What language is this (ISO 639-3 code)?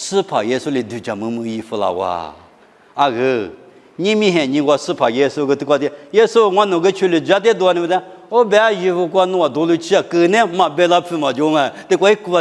lis